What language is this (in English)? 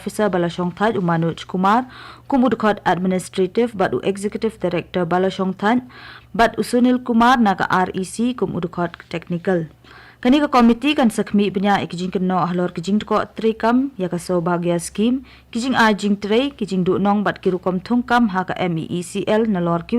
Khasi